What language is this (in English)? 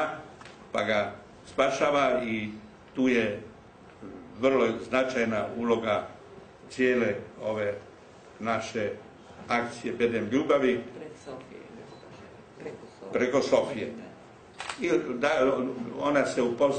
Croatian